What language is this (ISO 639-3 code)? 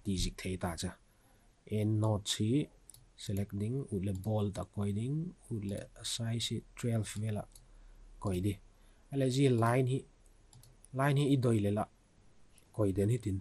vap